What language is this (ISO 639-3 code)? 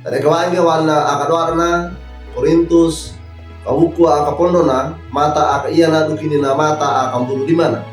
wew